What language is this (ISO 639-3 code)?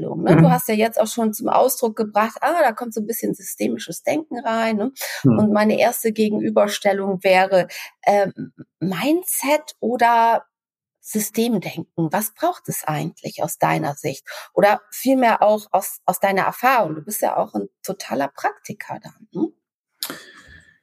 deu